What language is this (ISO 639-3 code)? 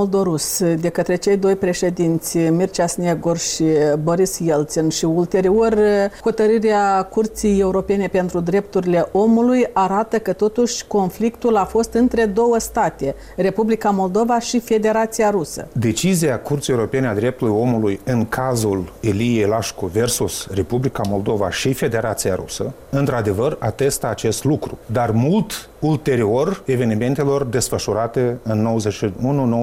ron